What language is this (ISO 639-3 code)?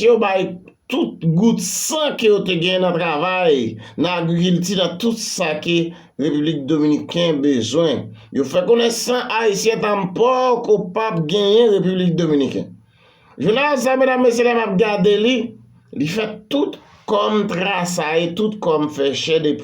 hat